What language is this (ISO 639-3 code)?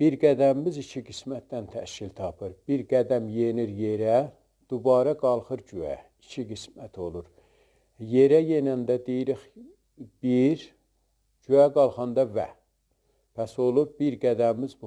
azb